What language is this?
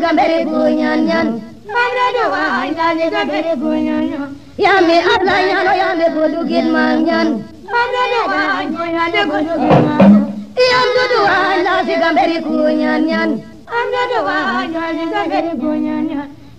Serer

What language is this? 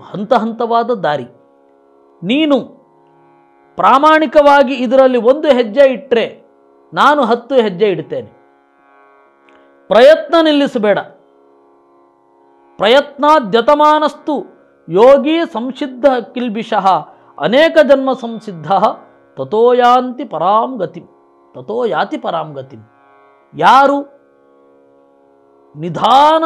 Kannada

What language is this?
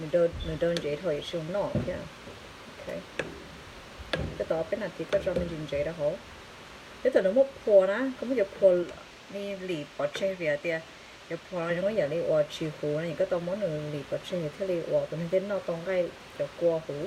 Hmong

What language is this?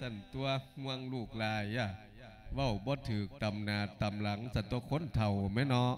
Lao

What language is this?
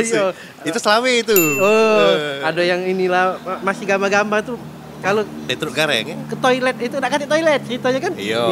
Musi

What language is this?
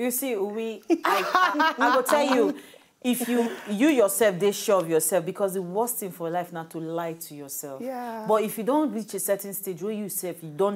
Nigerian Pidgin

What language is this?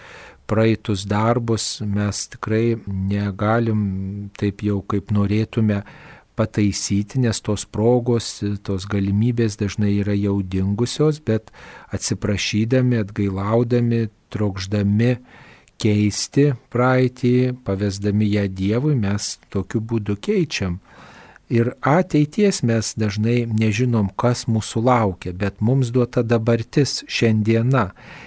Lithuanian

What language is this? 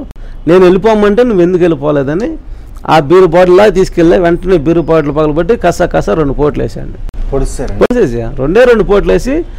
Telugu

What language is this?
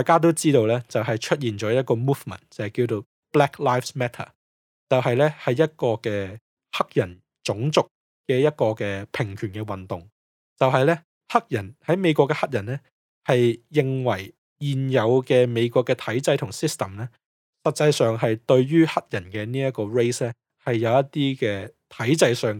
Cantonese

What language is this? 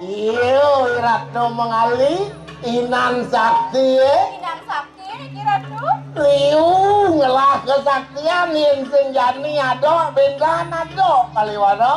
Balinese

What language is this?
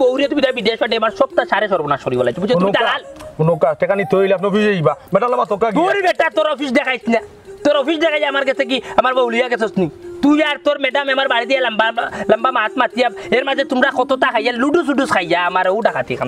Sylheti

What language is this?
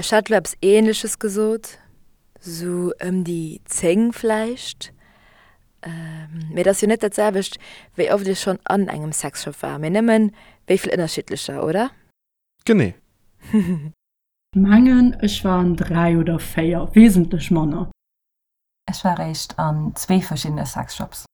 Luxembourgish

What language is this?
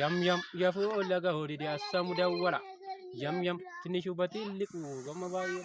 Amharic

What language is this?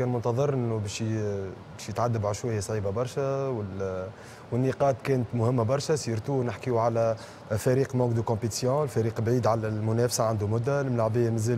Tunisian Arabic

